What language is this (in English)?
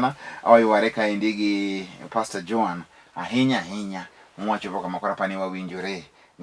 Luo (Kenya and Tanzania)